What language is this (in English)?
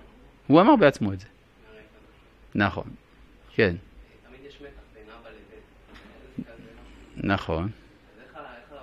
Hebrew